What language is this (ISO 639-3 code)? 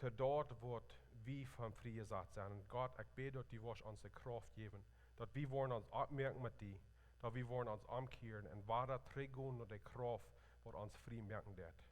pdt